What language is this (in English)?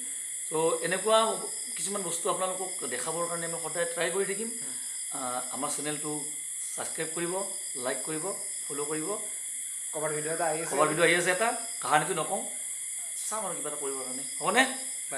Assamese